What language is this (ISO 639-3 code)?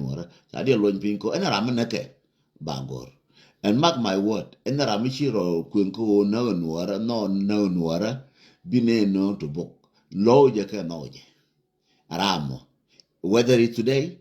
nus